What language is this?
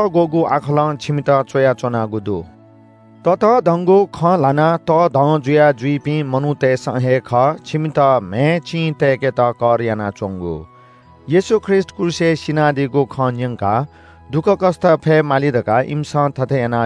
Newari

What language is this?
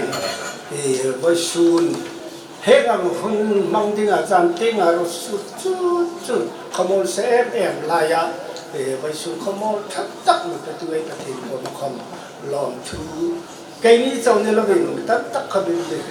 Hmar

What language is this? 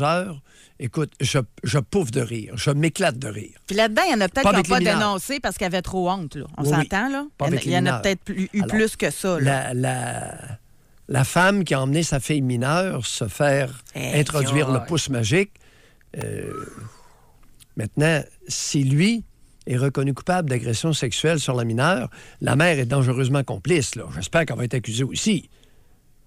French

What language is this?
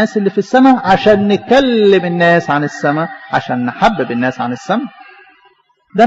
Egyptian Arabic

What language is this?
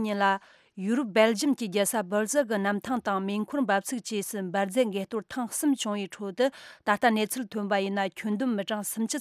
Tibetan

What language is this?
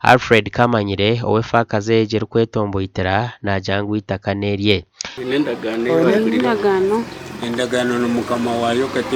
Nyankole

